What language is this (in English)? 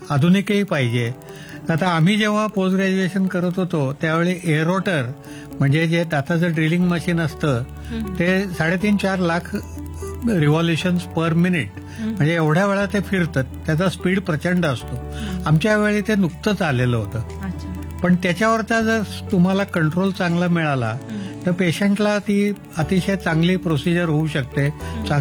Marathi